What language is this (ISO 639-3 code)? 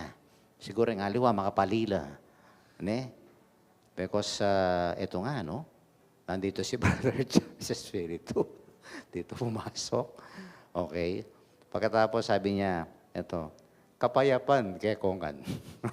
pam